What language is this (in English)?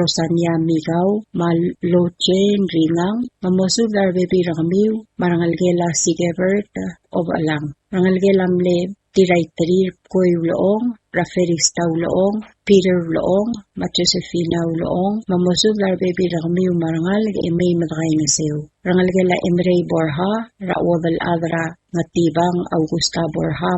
Palauan